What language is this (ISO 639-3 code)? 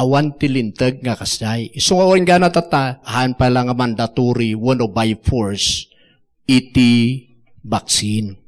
ilo